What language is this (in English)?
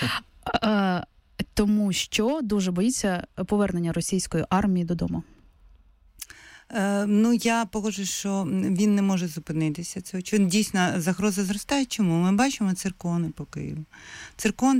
Ukrainian